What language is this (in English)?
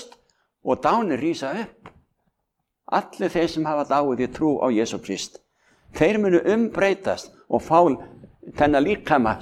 Icelandic